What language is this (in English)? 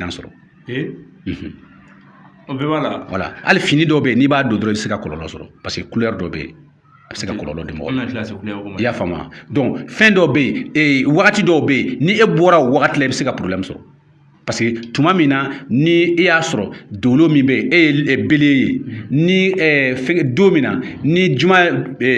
Bambara